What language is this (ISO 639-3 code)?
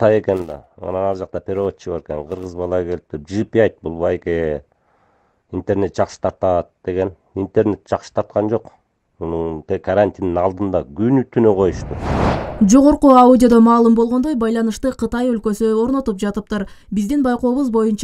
kir